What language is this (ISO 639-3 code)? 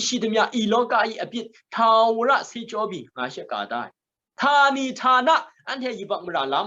kac